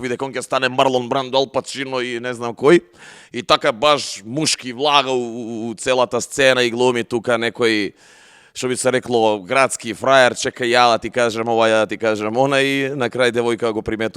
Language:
Macedonian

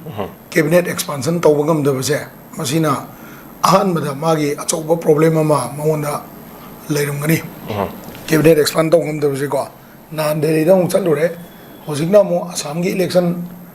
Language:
Manipuri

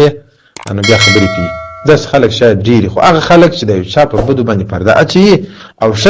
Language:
Pashto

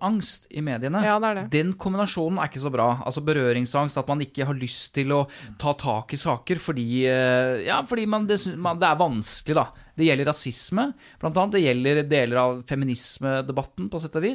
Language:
Norwegian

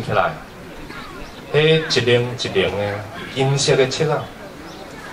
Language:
Min Nan Chinese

